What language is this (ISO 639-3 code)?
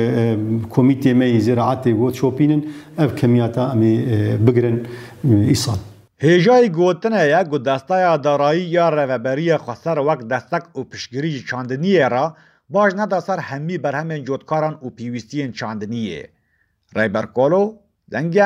kur